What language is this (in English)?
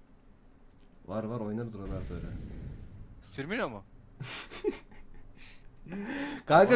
Turkish